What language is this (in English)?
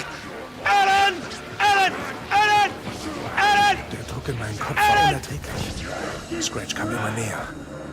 Bavarian